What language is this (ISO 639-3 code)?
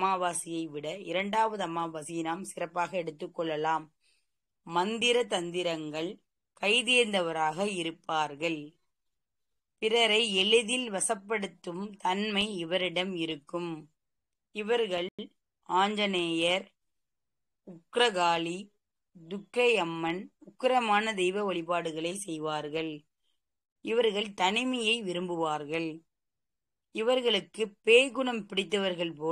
tam